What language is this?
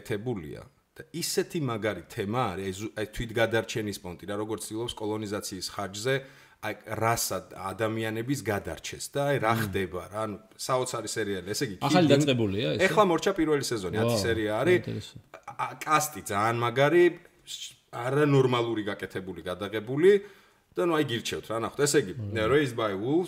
Georgian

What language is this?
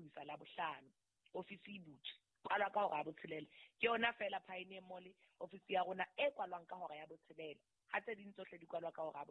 Southern Sotho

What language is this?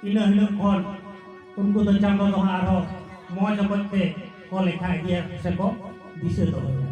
Santali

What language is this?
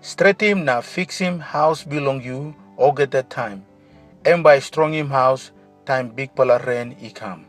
Tok Pisin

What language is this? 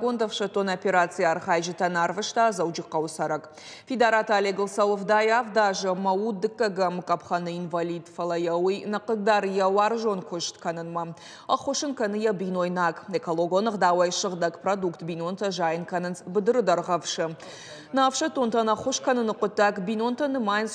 Ossetic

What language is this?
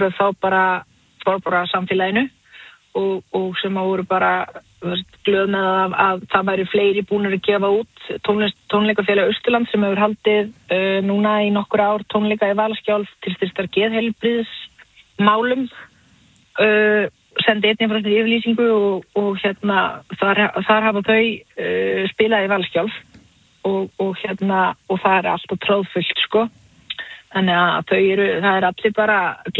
Icelandic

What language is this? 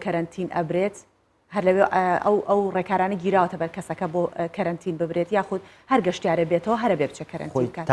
Central Kurdish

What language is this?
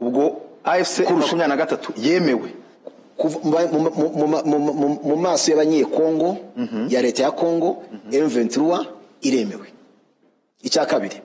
Kinyarwanda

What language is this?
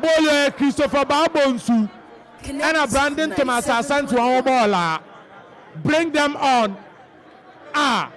Akan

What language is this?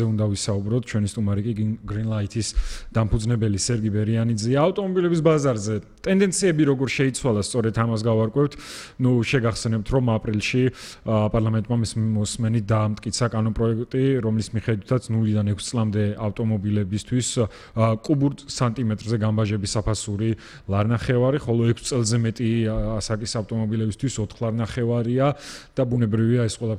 Georgian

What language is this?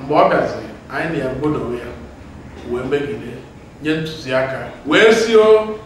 Igbo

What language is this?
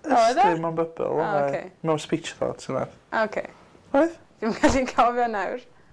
Welsh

